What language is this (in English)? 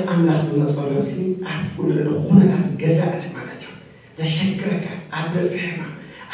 Tigrinya